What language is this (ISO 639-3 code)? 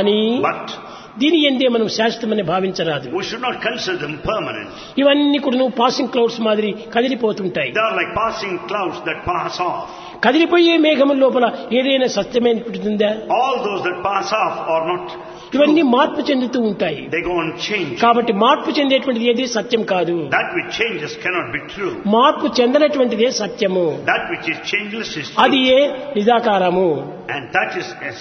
tel